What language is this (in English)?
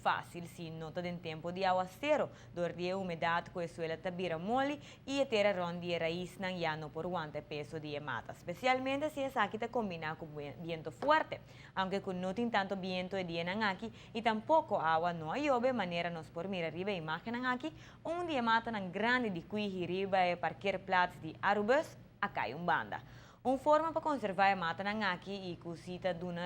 Papiamento